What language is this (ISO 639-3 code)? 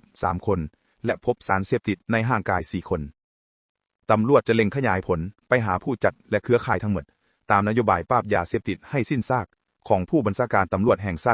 lao